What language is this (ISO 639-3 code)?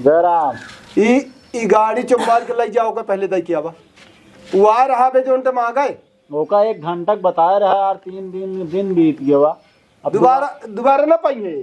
awa